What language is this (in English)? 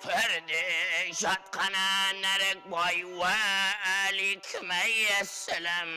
Kara-Kalpak